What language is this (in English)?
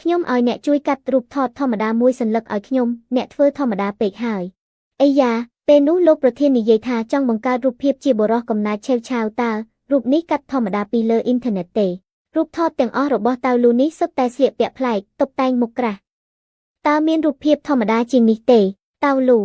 Khmer